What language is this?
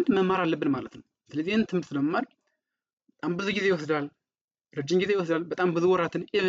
Amharic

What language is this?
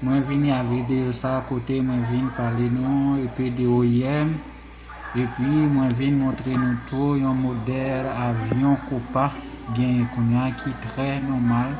Haitian Creole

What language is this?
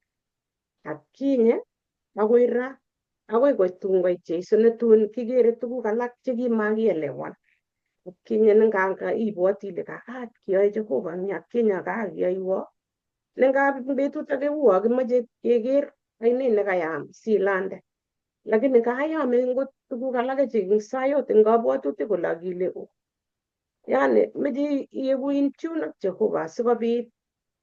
Kalenjin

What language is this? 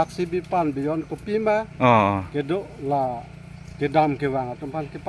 Karbi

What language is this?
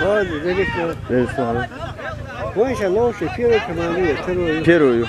Chechen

